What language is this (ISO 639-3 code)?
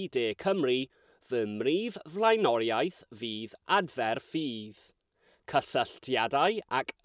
cym